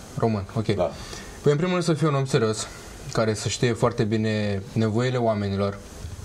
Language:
Romanian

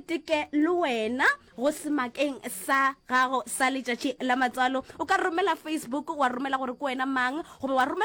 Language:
Northern Sotho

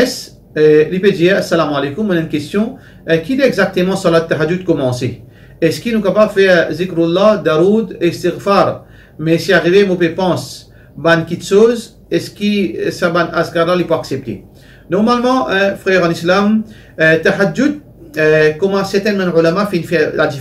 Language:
Morisyen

